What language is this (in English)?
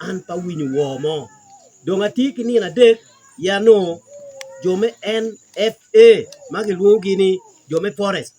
Acoli